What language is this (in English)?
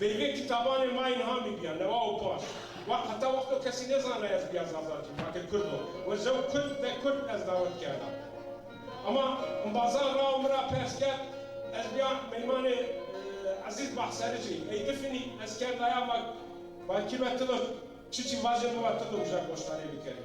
Zaza